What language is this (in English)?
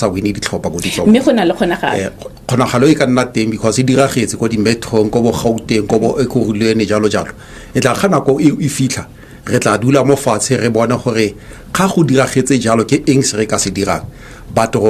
Tswana